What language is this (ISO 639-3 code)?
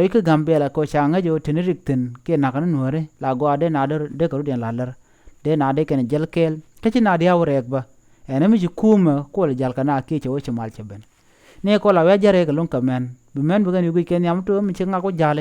nus